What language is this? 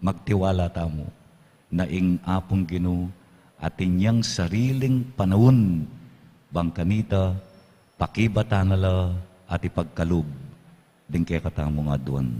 Pampanga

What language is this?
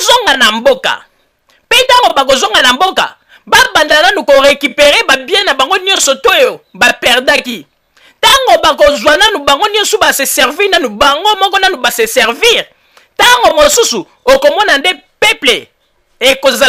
Lingala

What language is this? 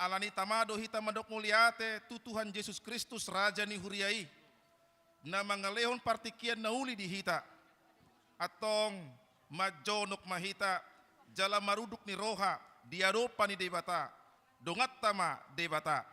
Batak Toba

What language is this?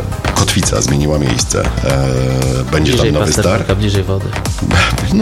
Polish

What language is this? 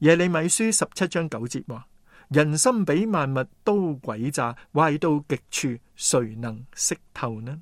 Cantonese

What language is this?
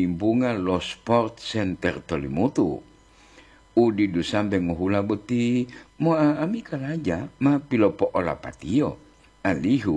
Gorontalo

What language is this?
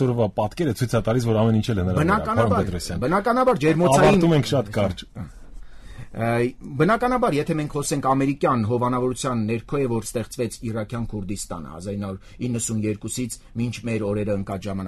Armenian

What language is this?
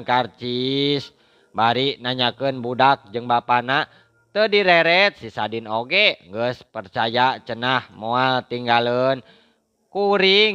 Sundanese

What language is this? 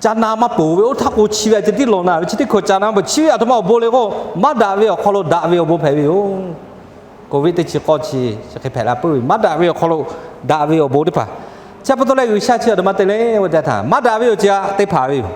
Lahu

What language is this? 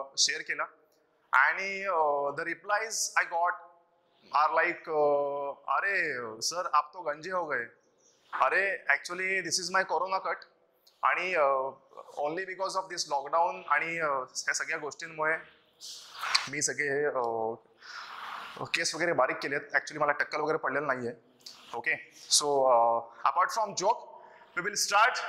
Marathi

